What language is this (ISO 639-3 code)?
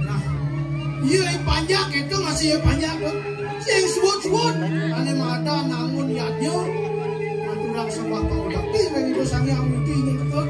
ban